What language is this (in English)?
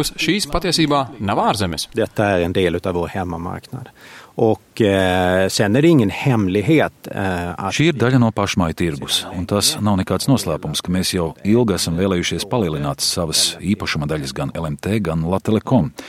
Latvian